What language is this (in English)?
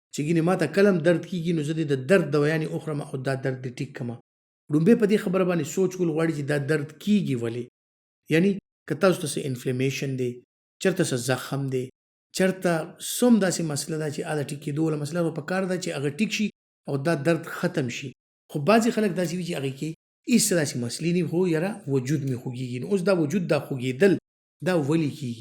Pashto